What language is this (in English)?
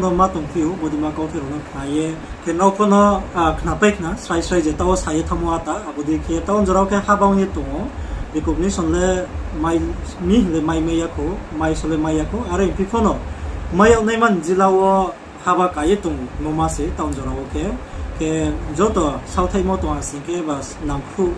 Riang (India)